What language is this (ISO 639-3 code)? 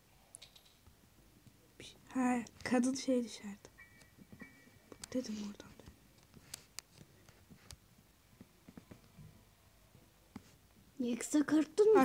tur